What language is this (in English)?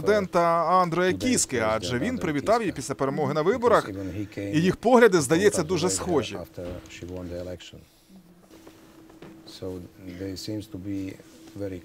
Ukrainian